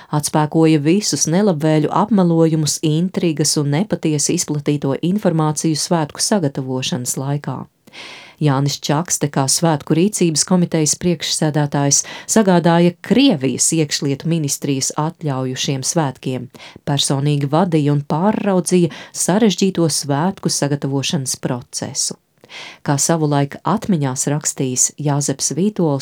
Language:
Latvian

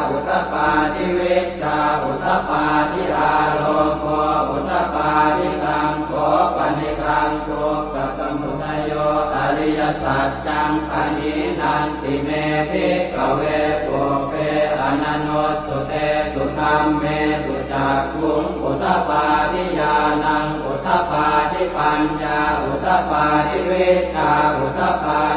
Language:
Pali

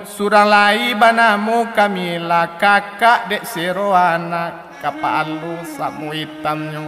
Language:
Minangkabau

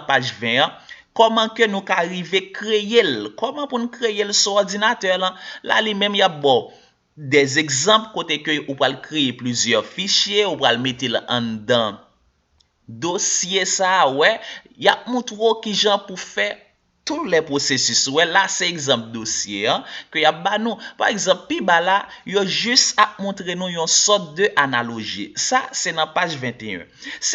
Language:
Haitian Creole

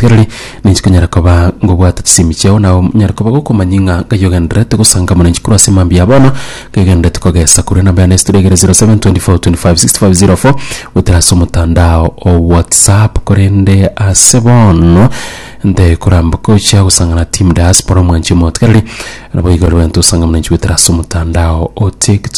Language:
Gusii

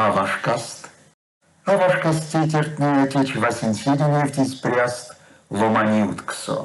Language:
Erzya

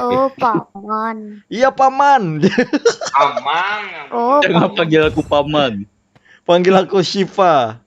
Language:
Banjar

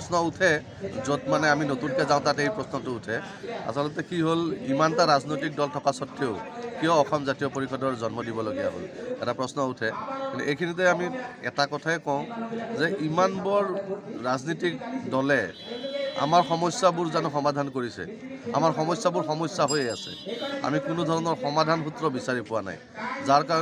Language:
Assamese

